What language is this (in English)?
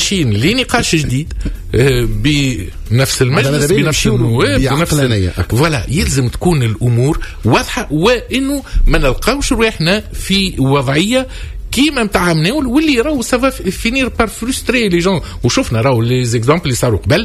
Tunisian Arabic